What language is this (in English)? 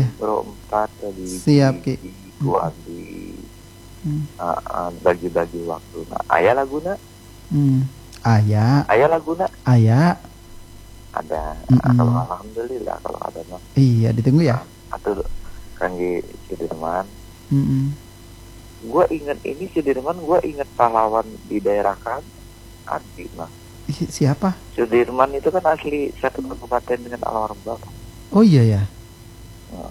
Indonesian